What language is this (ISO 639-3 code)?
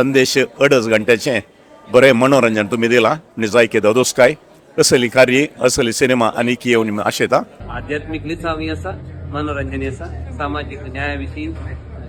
kok